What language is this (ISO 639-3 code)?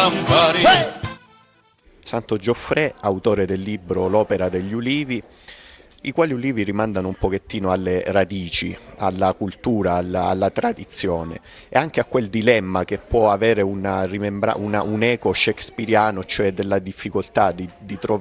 ita